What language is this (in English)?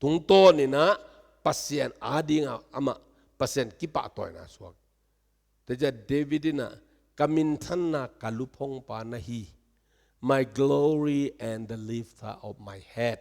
Tedim Chin